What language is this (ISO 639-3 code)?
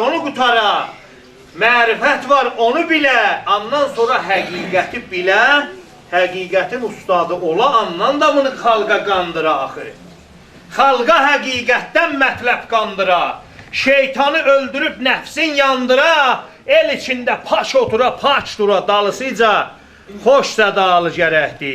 azb